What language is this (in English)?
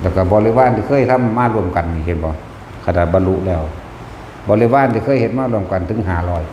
Northeastern Thai